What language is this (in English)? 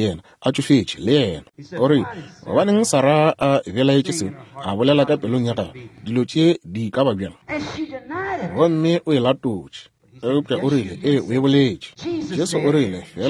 Northern Sotho